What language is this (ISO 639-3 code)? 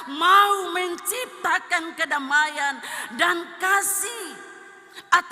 abs